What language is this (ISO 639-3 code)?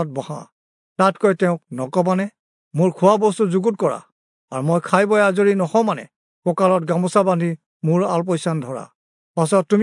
asm